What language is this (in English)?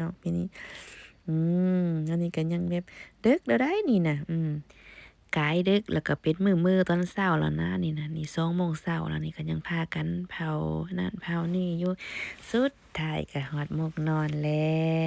Lao